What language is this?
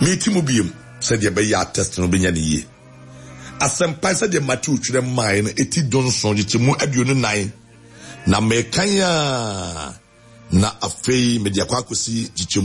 Akan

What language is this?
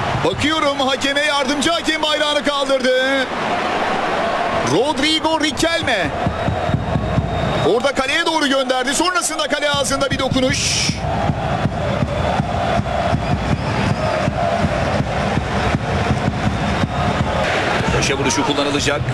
Turkish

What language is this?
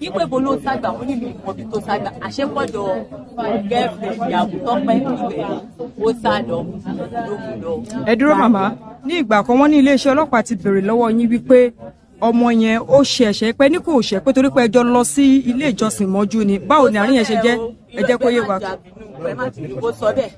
Yoruba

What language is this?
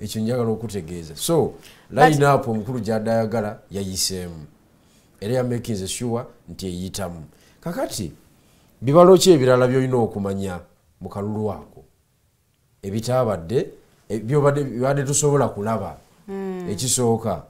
Ganda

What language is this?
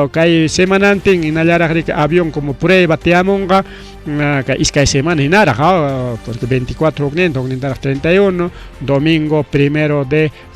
Ayacucho Quechua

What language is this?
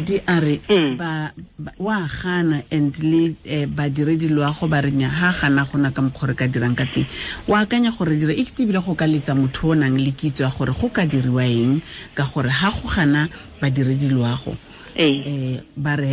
Tswana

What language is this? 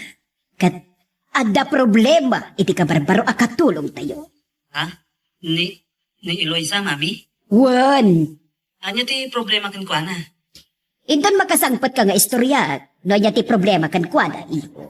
Iloko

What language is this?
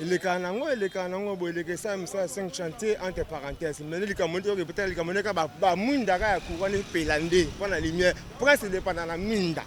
Lingala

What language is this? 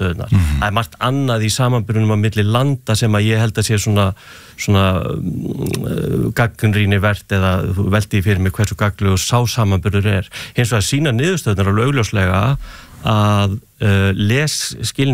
Icelandic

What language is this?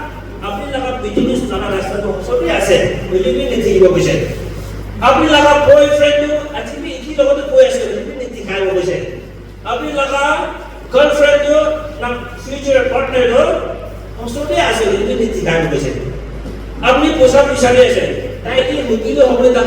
Naga Pidgin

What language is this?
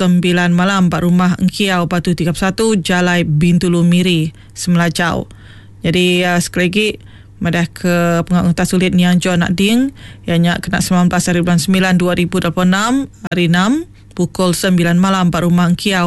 Iban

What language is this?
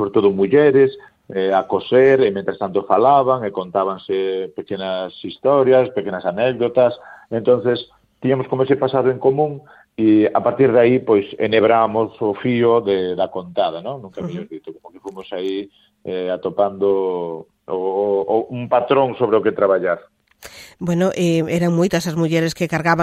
Galician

